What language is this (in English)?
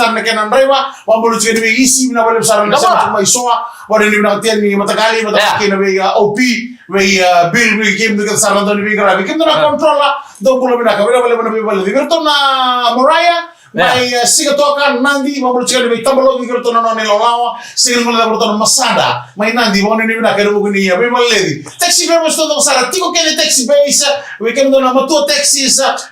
Fijian